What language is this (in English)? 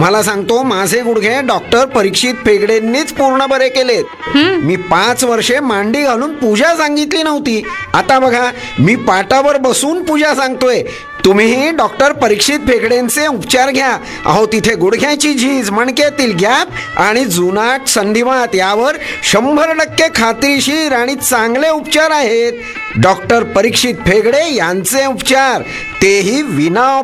Marathi